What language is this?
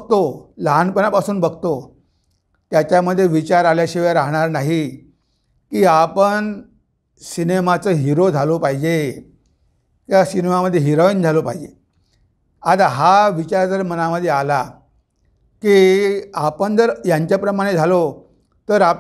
Marathi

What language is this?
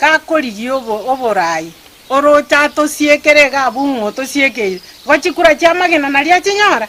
Gusii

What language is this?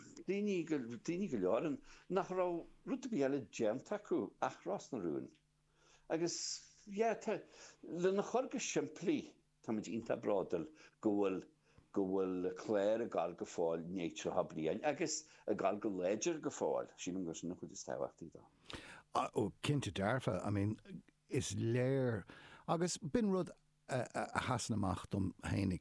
Irish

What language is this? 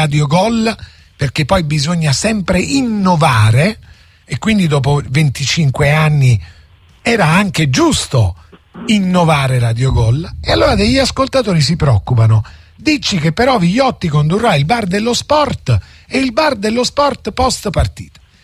Italian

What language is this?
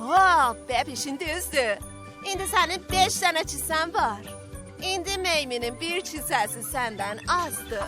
South Azerbaijani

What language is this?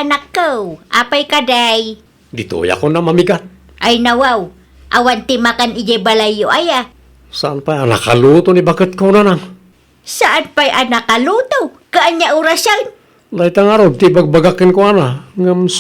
Iloko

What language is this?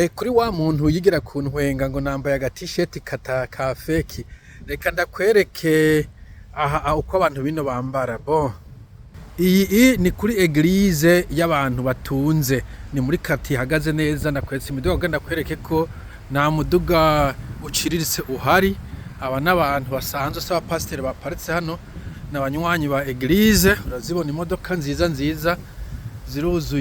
Rundi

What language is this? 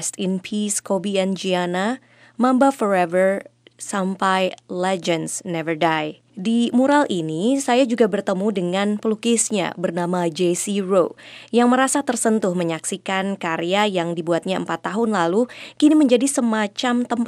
Indonesian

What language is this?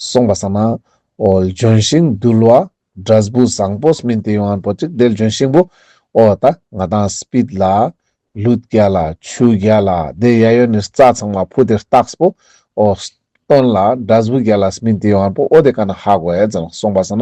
Ladakhi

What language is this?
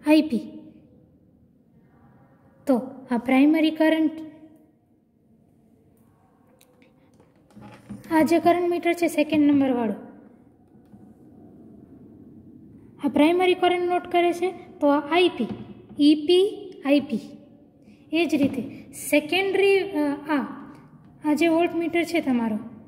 Gujarati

